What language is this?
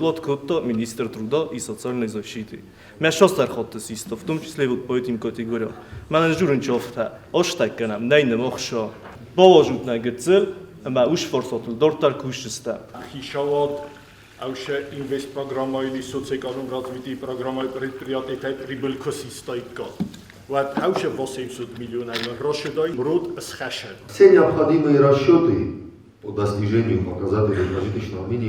Ossetic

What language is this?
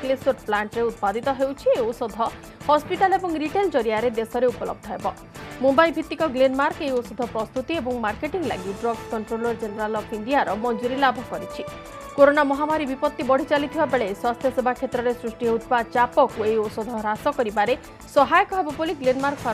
Odia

